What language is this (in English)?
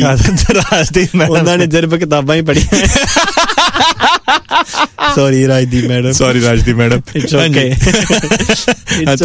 Punjabi